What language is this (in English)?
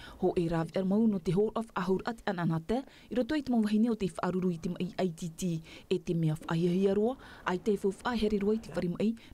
Tahitian